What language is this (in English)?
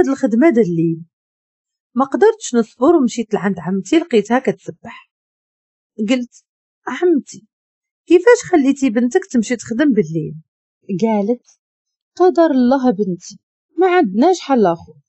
Moroccan Arabic